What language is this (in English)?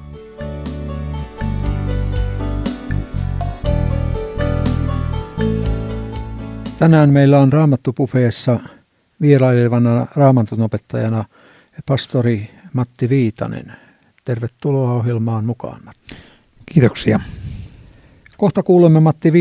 Finnish